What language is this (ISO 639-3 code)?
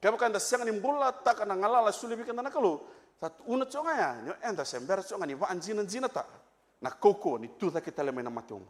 fij